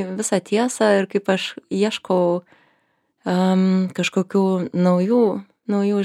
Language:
Lithuanian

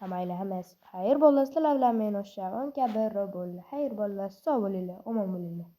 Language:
Uzbek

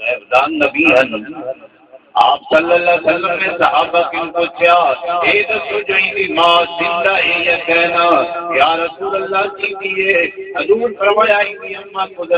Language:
Saraiki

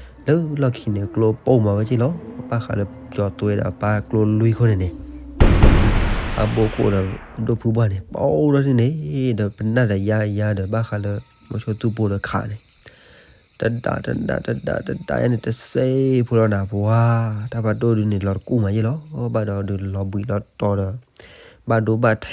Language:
S'gaw Karen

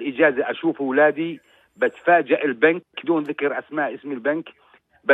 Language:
North Levantine Arabic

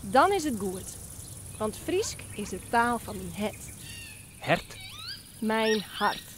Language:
Western Frisian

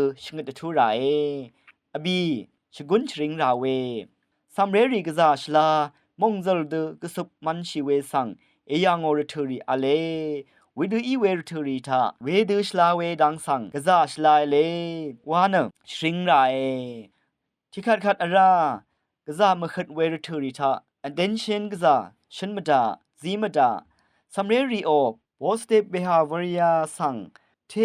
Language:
Rawang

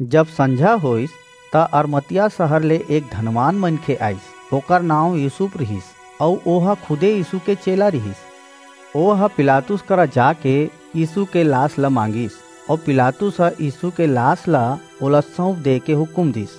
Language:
Chhattisgarhi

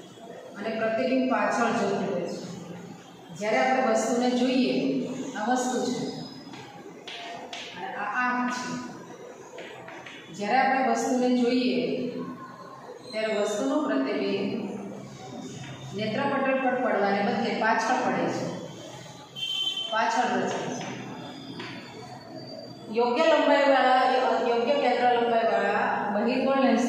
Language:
Gujarati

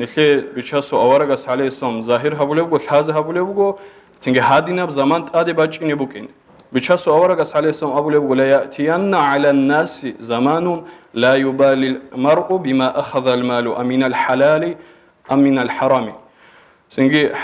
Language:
Avaric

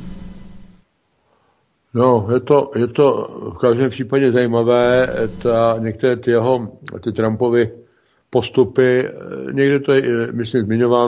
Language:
Czech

